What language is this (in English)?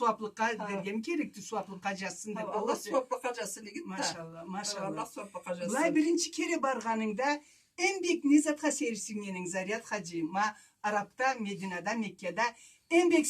Karachay-Balkar